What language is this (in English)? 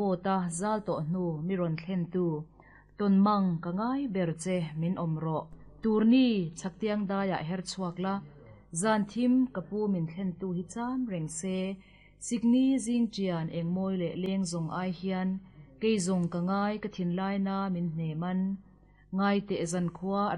Mizo